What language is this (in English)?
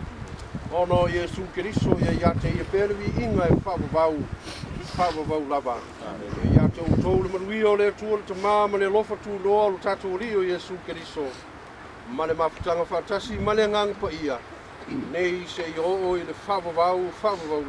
Samoan